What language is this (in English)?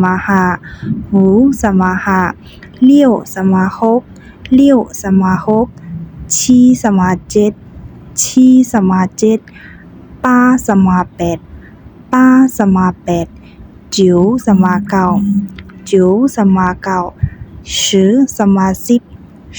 Shan